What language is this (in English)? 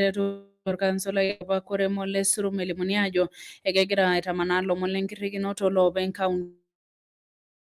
Masai